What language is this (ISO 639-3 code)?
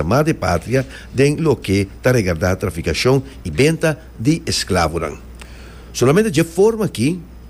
pap